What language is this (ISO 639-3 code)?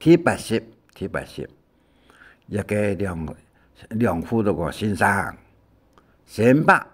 hak